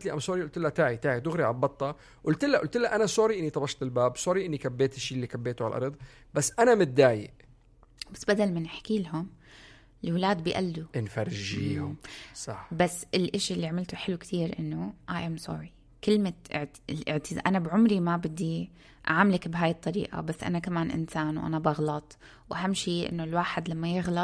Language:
North Levantine Arabic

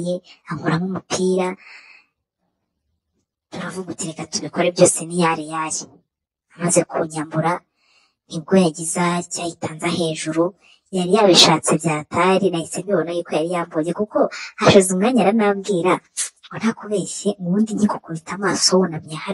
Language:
Kinyarwanda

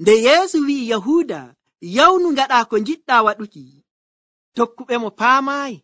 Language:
Nigerian Fulfulde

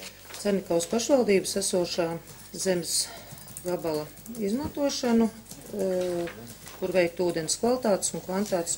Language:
Latvian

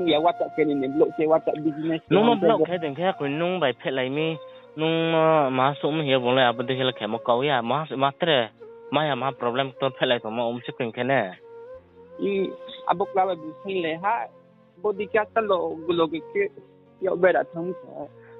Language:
Riang (India)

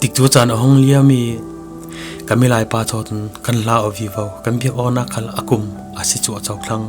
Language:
Falam Chin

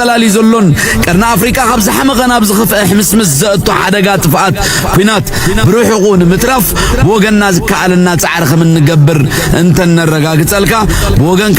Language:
Tigrinya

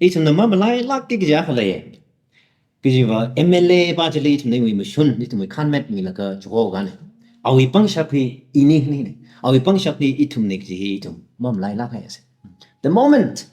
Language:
Tangkhul Naga (India)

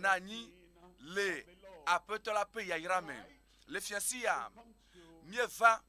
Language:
Ewe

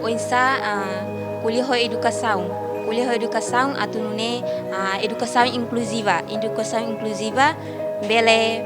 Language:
Tetum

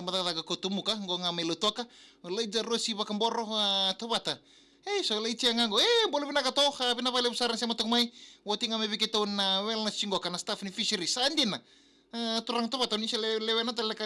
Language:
Fijian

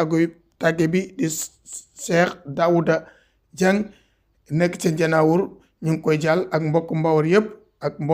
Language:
Wolof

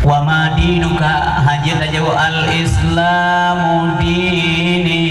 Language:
Achinese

